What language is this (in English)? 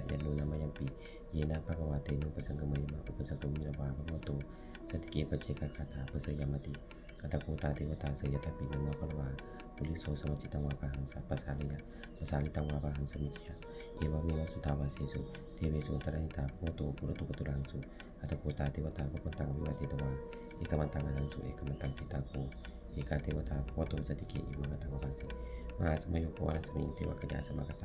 Pali